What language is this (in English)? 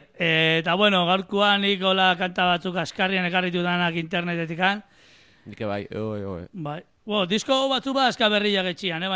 Basque